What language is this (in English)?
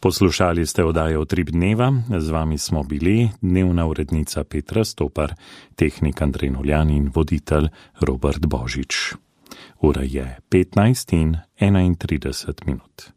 Slovenian